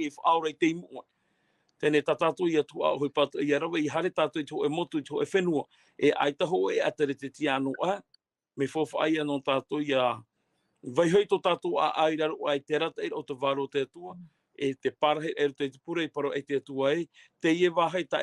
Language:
Tahitian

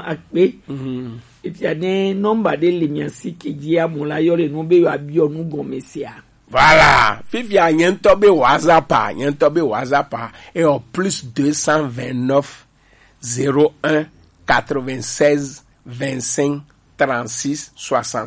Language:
Gen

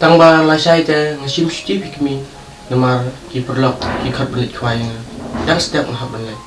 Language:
Khasi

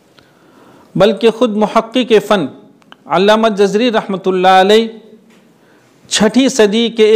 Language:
Urdu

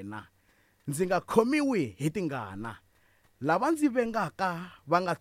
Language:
Tsonga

